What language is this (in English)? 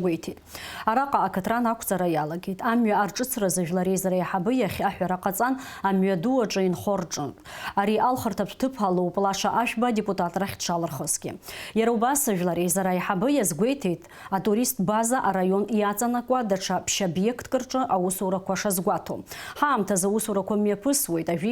Abkhazian